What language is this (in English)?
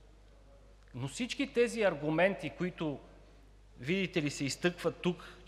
Bulgarian